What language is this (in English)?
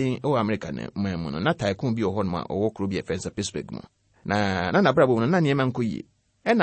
Akan